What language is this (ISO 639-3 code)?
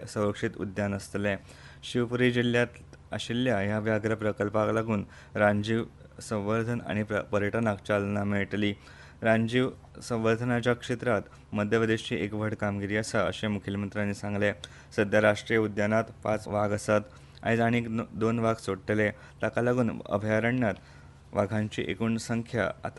kok